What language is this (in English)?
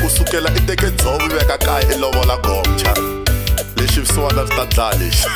Tsonga